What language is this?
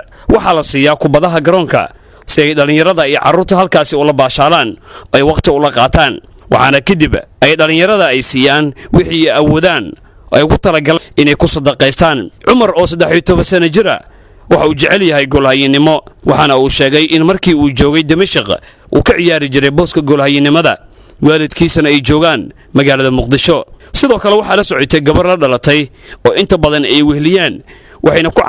Somali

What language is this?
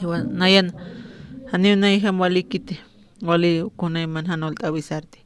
Aymara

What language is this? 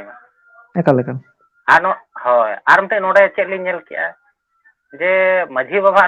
Santali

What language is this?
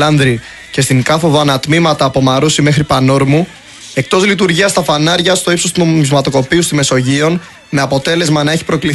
Greek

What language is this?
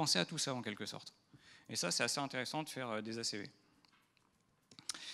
French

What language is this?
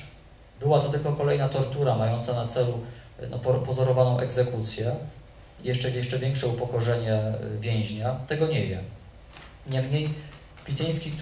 Polish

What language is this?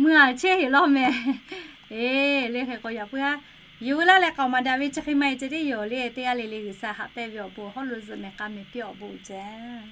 Lahu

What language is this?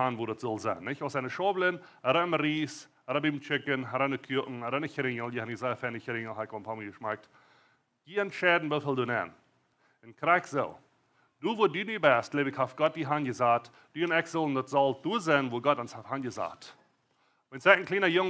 Plautdietsch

